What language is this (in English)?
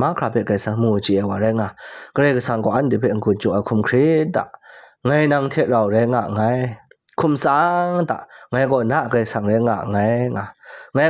Kachin